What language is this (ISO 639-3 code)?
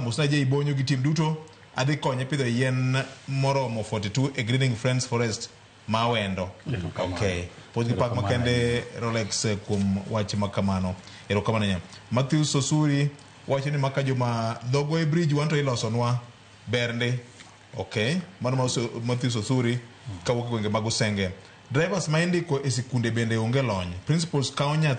luo